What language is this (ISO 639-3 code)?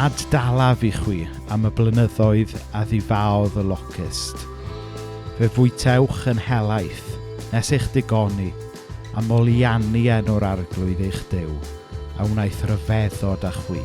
cym